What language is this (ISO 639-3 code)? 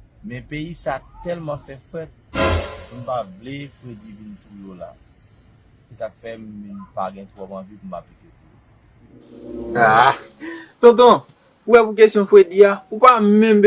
hat